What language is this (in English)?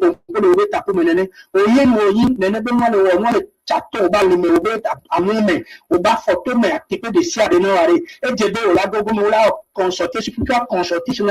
Ewe